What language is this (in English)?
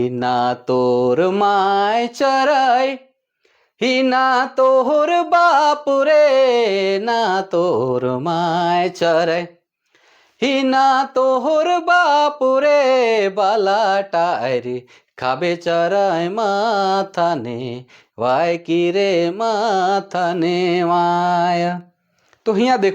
Sadri